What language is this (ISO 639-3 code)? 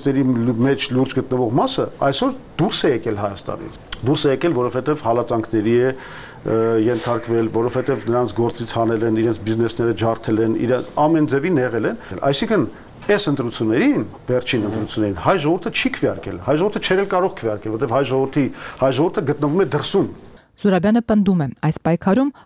hye